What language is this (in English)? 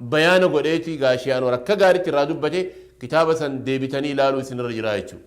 Oromo